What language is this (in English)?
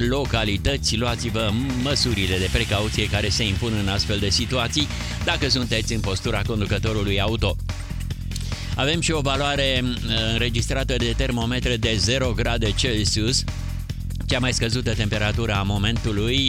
Romanian